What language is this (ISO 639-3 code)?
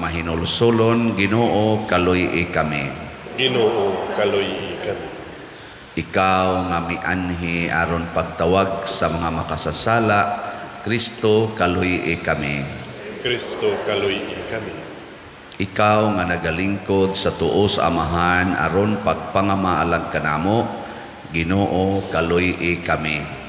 ceb